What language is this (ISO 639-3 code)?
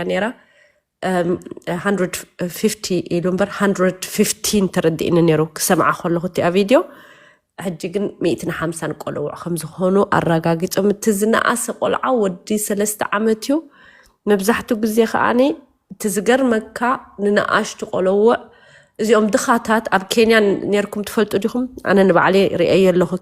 tir